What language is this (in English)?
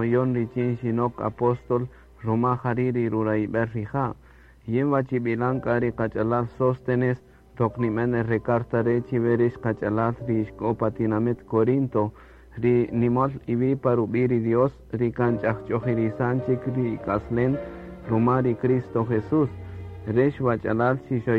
Kaqchikel